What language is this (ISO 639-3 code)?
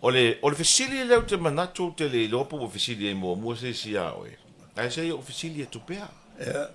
smo